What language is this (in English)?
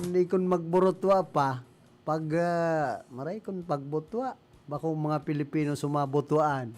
Bikol